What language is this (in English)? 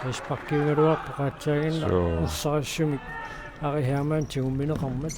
Kalaallisut